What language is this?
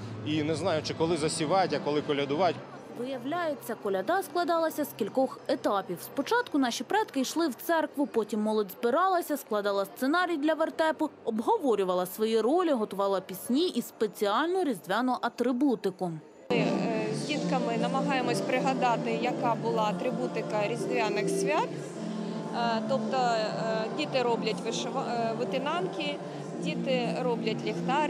Ukrainian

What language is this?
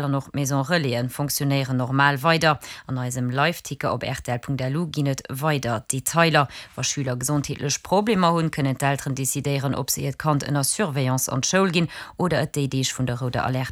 Luxembourgish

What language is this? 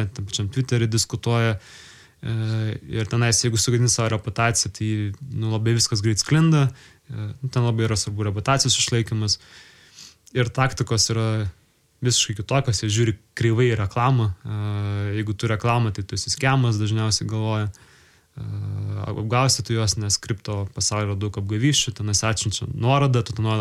Lithuanian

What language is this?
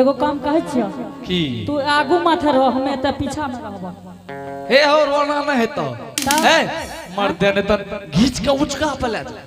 Angika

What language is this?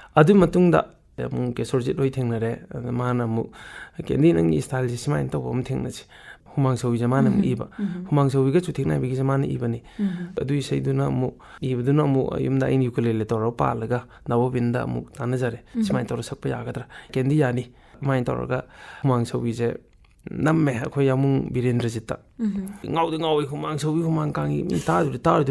Manipuri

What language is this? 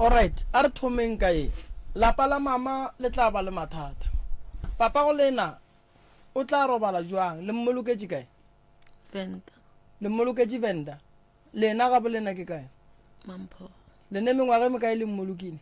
Northern Sotho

